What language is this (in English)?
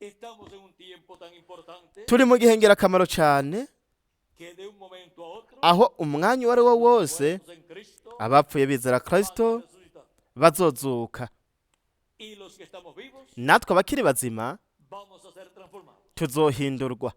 Rundi